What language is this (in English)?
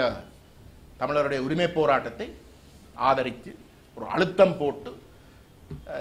Tamil